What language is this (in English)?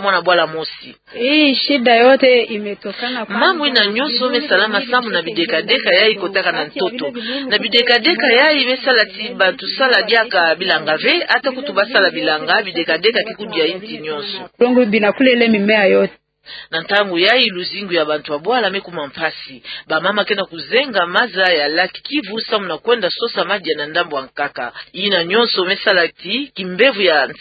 Kituba (Democratic Republic of Congo)